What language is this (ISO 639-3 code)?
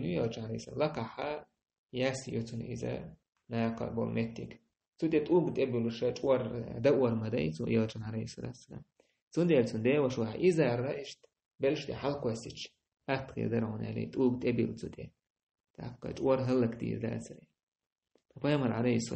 che